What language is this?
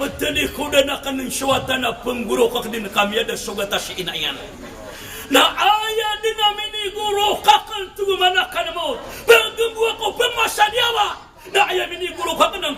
Maranao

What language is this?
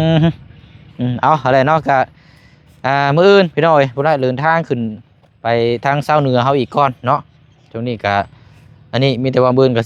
Lao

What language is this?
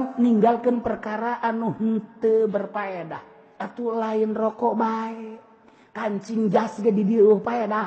Sundanese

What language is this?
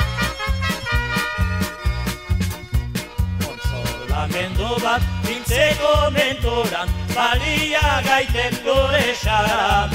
Basque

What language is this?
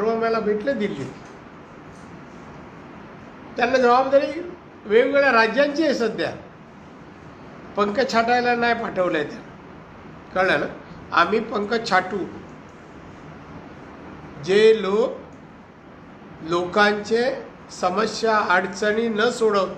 Marathi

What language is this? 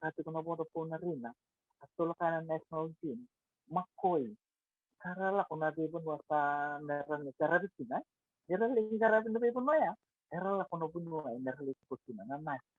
Fijian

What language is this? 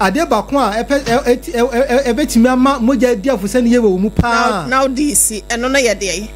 Akan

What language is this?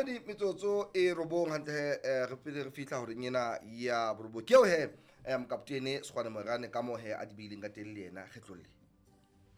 Southern Sotho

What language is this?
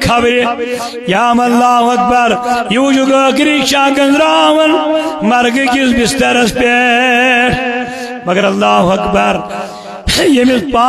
Kashmiri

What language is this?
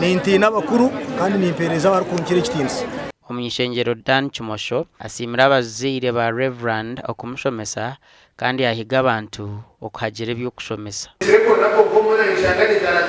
Nyankole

